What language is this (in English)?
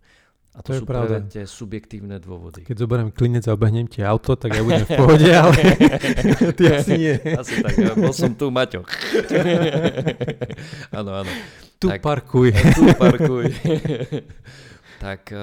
Slovak